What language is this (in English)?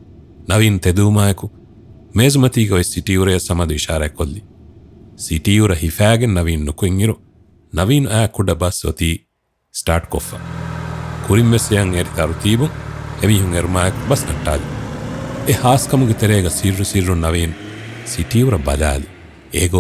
Divehi